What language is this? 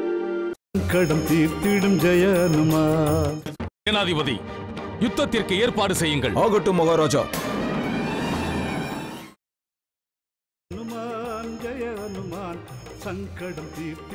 Tamil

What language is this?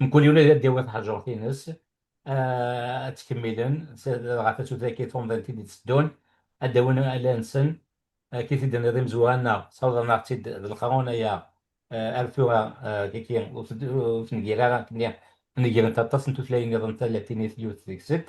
Kabyle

